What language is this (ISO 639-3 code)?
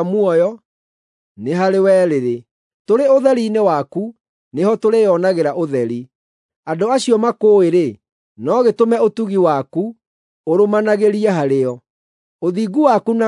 kik